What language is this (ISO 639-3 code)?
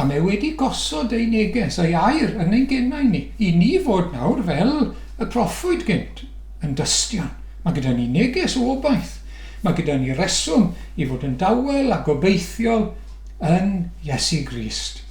cym